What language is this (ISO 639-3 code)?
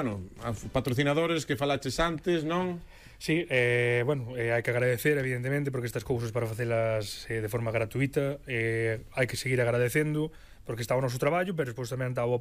glg